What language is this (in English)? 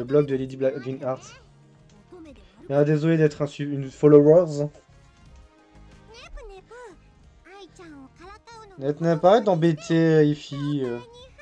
French